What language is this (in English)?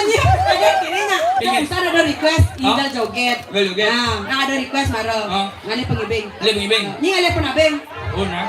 Balinese